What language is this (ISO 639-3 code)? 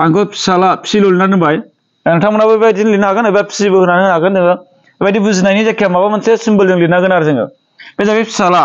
brx